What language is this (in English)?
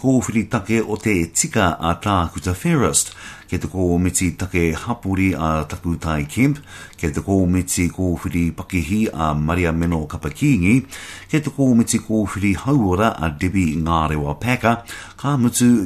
Māori